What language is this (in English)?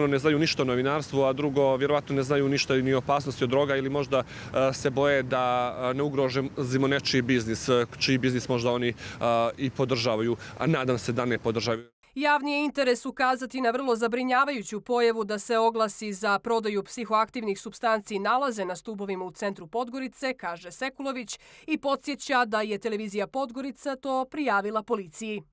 Bosnian